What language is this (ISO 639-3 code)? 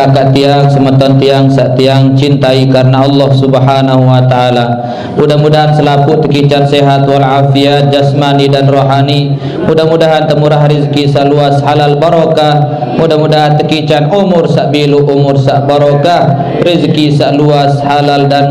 sas